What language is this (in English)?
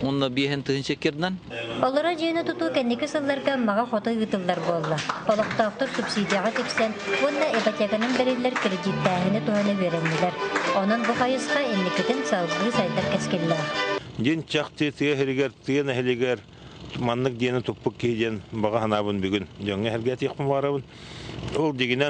Yakut